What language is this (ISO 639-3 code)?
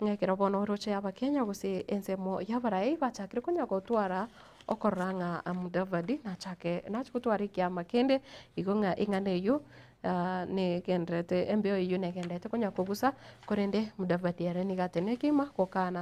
guz